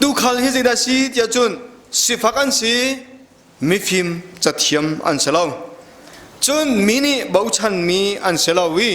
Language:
Hakha Chin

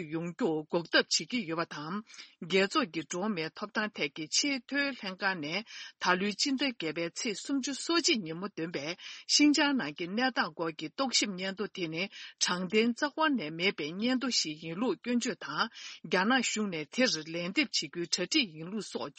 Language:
Tibetan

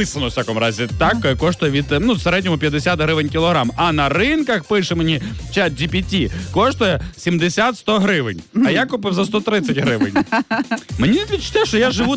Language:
Ukrainian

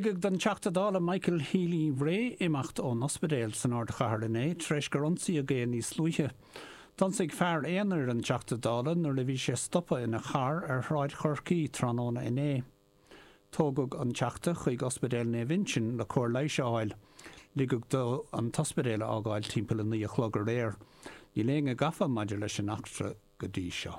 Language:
Irish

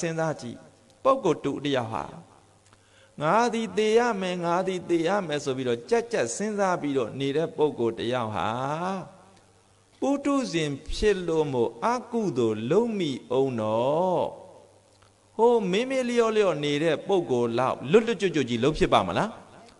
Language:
Burmese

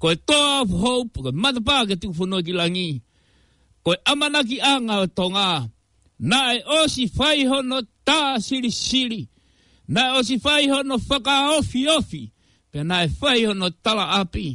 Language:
Tongan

